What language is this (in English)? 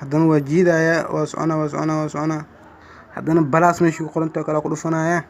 Somali